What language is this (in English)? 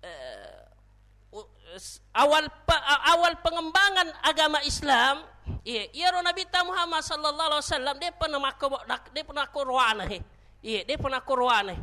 Buginese